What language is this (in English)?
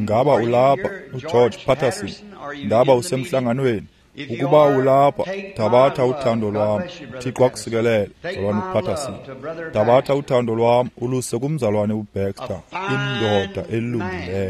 Xhosa